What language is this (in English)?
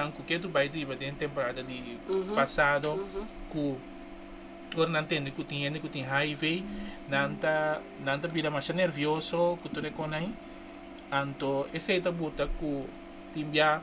Papiamento